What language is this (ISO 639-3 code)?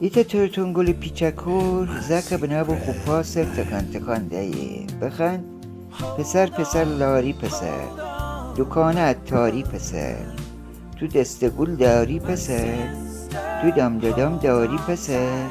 glk